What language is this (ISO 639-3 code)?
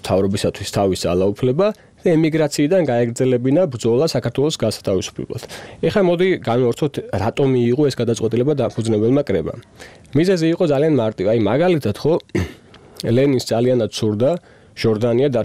kat